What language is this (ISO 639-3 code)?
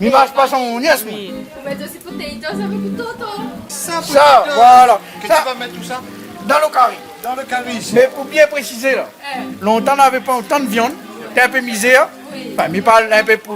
rcf